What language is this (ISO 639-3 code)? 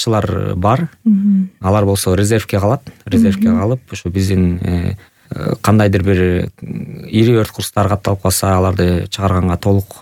kir